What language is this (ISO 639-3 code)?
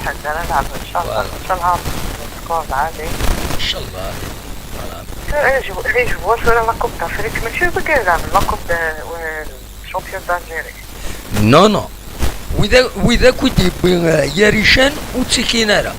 kab